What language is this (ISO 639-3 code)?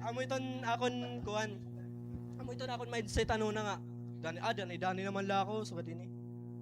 war